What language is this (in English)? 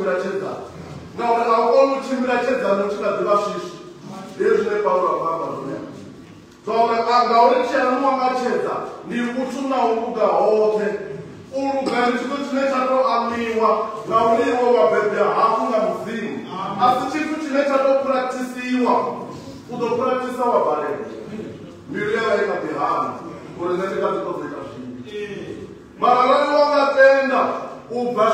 Venda